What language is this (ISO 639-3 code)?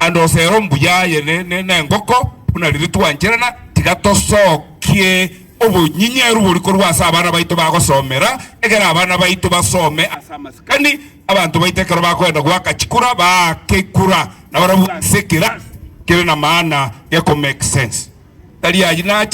guz